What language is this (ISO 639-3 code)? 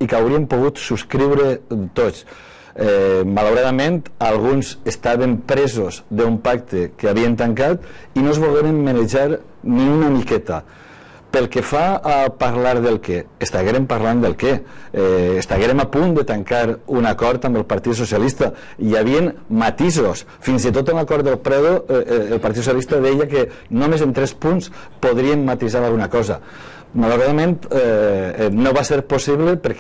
cat